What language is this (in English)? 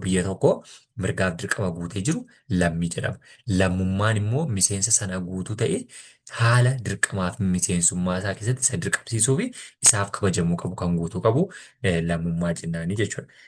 Oromo